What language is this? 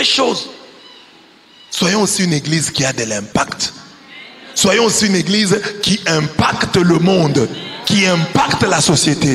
French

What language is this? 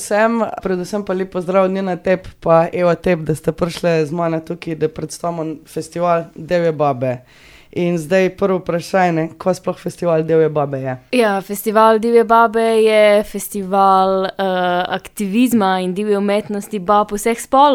Slovenian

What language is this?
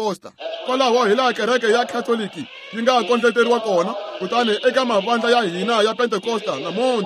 Tsonga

